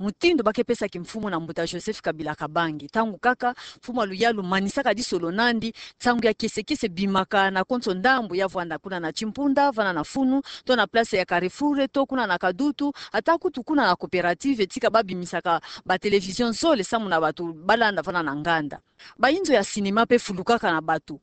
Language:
Kituba (Democratic Republic of Congo)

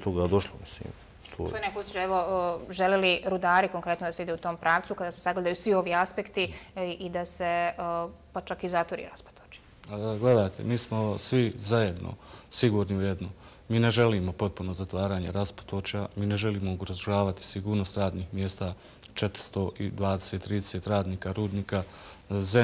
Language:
Bosnian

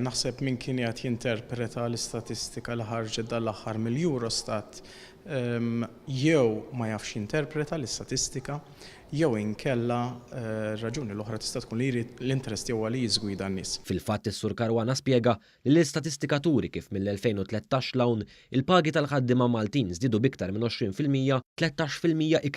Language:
Maltese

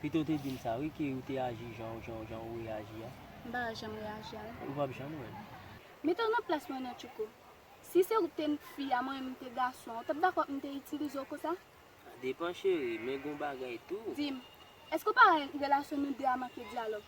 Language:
Haitian Creole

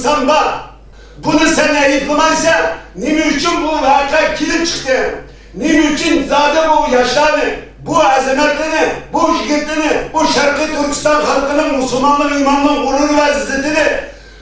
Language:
Uyghur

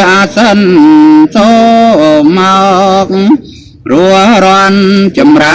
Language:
Khmer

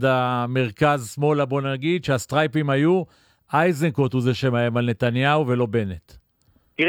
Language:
Hebrew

